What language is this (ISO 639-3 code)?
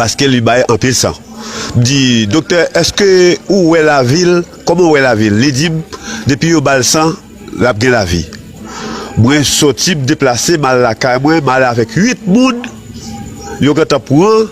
hat